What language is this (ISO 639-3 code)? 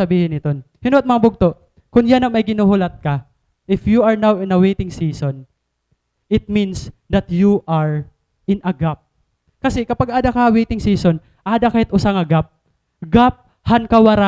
war